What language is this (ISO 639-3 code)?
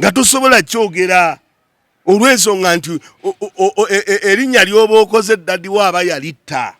lug